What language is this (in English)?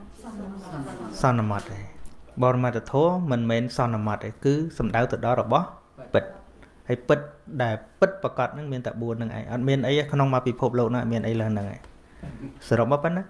Khmer